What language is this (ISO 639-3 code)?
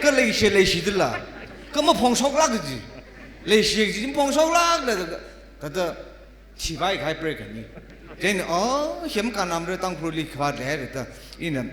nmf